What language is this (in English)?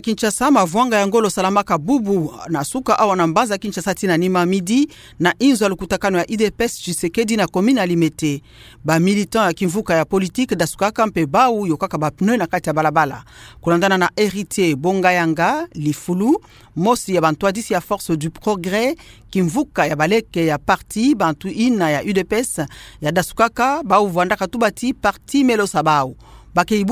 Kituba (Democratic Republic of Congo)